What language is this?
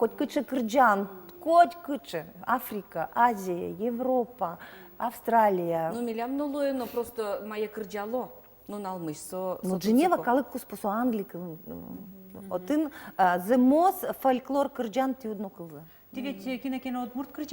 Udmurt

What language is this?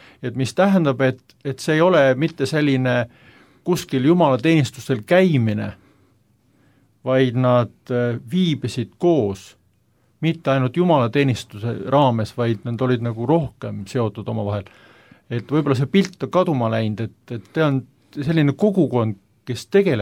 Estonian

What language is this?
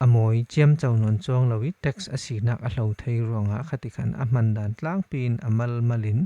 Falam Chin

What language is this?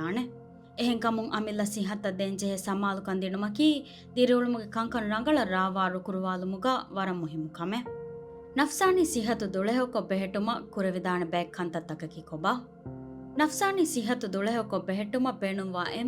Divehi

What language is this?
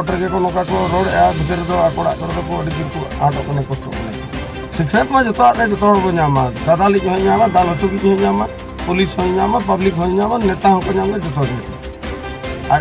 Santali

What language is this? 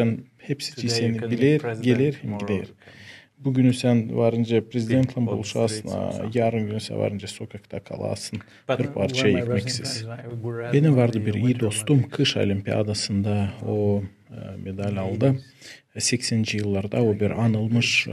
Gagauz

